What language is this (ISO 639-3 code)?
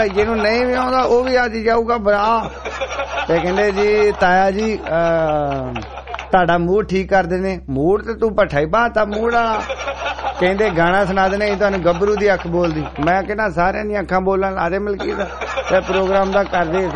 pan